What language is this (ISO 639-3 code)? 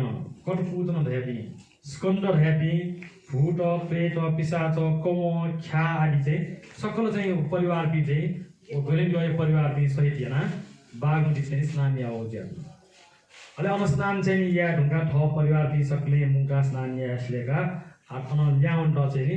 new